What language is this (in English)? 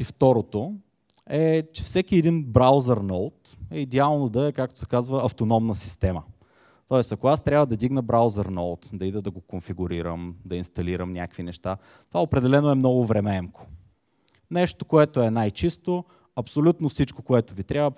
Bulgarian